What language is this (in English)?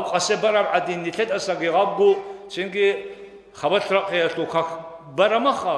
Avaric